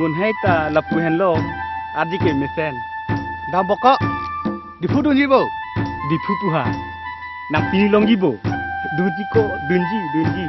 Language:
Karbi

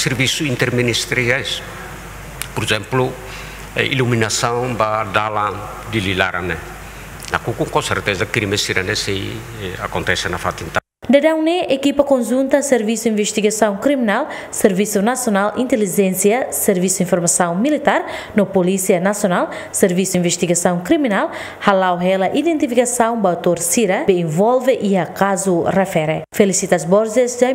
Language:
Tetum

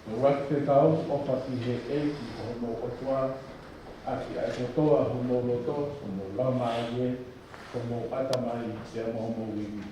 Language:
Tongan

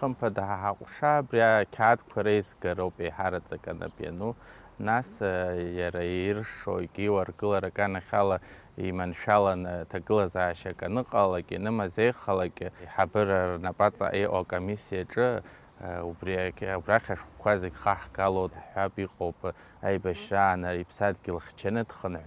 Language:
Abkhazian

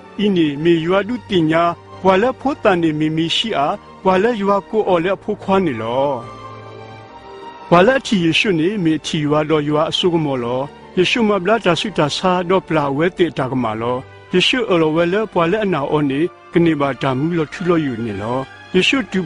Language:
S'gaw Karen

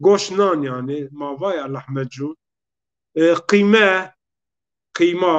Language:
Zaza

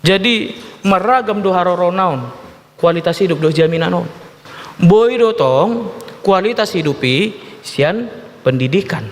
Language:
Batak Toba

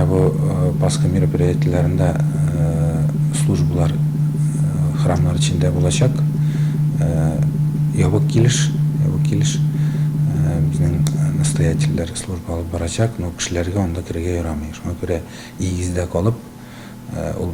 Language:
Tatar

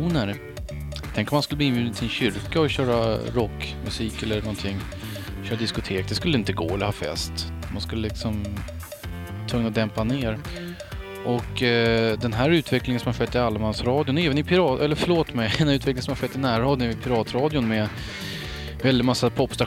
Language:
Swedish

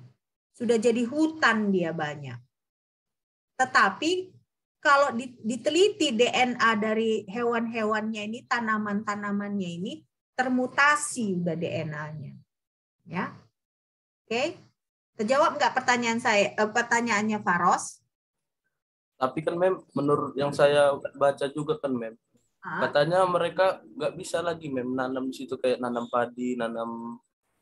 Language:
Indonesian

